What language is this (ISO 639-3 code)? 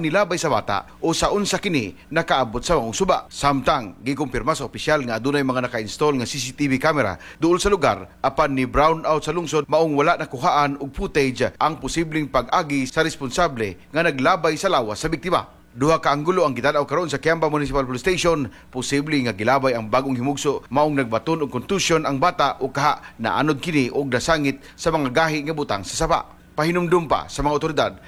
ceb